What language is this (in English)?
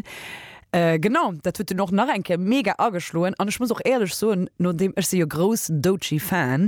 Luxembourgish